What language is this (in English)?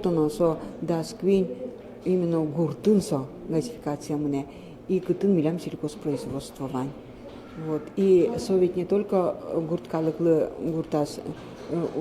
Udmurt